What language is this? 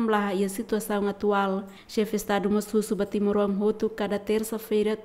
Tetum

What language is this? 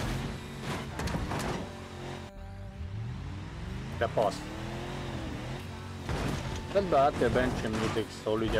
Hungarian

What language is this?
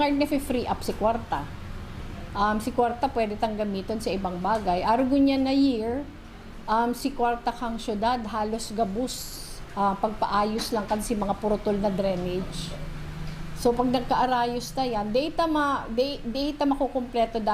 Bikol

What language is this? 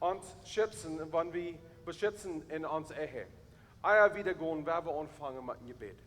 Plautdietsch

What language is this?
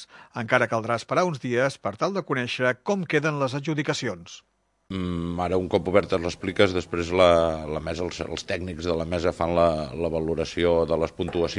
Catalan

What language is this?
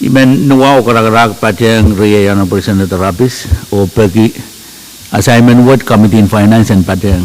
Pohnpeian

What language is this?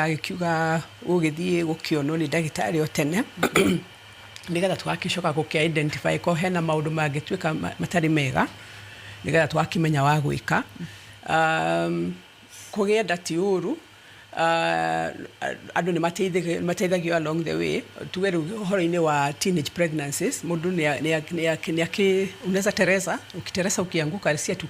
Kikuyu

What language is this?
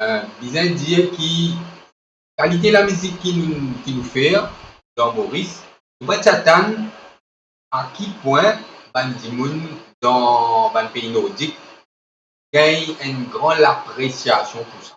Morisyen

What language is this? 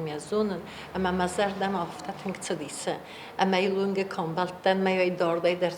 Ossetic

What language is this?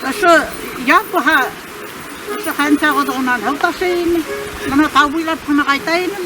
Bashkir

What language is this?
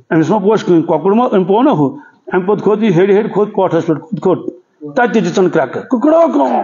Kashmiri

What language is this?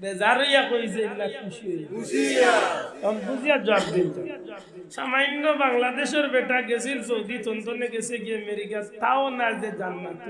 Sylheti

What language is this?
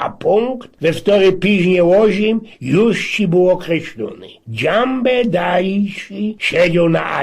Silesian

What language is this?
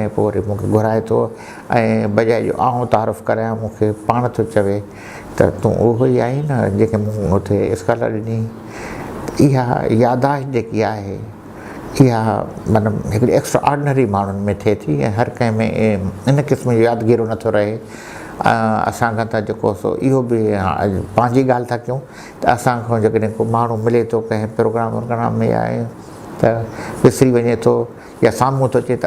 Sindhi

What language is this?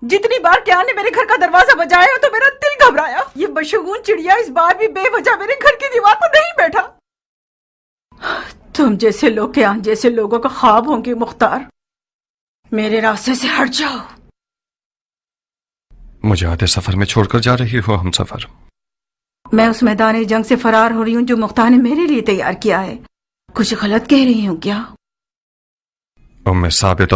Urdu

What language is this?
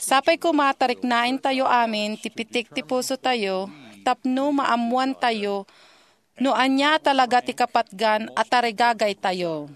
Iloko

